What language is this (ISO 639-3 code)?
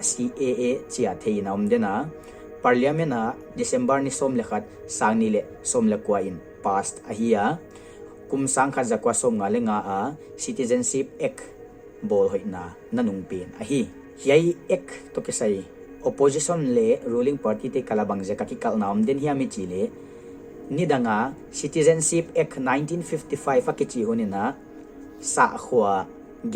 pck